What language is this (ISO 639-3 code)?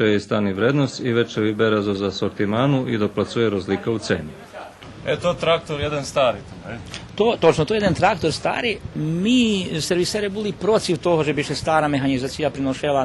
rue